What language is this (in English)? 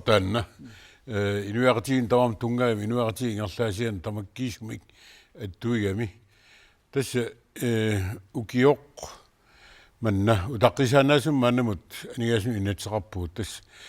Kalaallisut